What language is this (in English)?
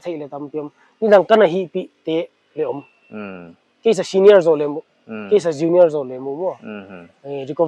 Paite Chin